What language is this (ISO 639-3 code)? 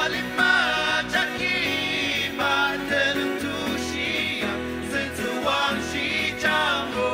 njo